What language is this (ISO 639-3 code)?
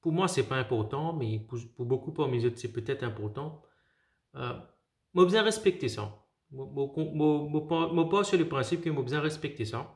mfe